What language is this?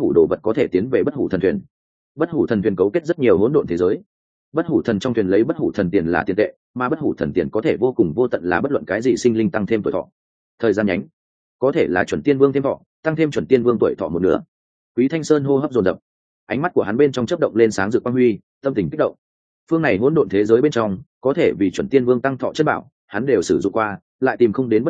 Vietnamese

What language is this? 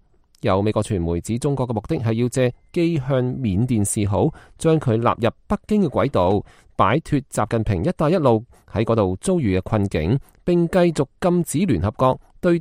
Cantonese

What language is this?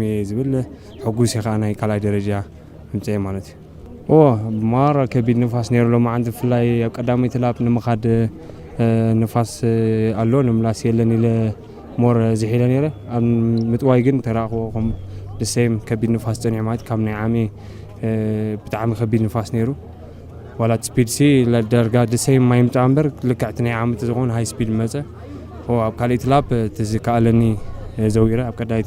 Tigrinya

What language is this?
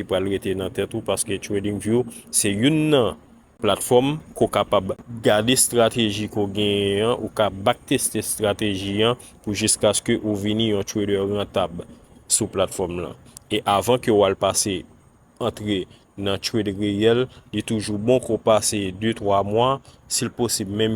Haitian Creole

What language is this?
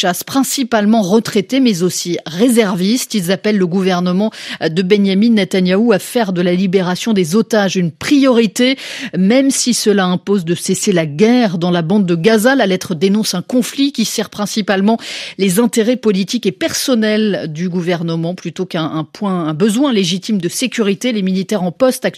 French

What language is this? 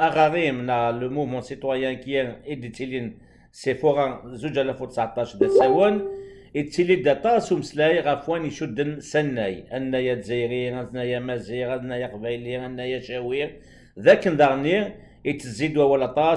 Kabyle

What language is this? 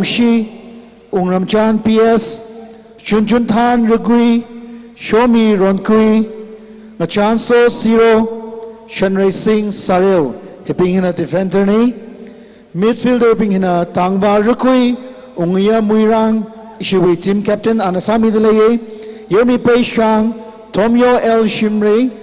Tangkhul Naga (India)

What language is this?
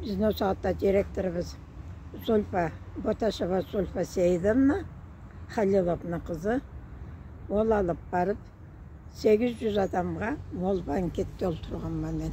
Karachay-Balkar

